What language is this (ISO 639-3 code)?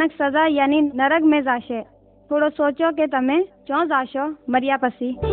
guj